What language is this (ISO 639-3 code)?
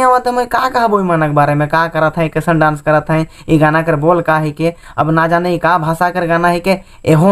sck